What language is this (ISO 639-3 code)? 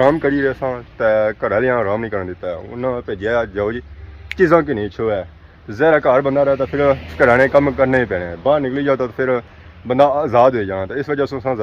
phr